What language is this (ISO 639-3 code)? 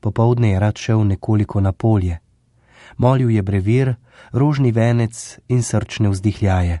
slv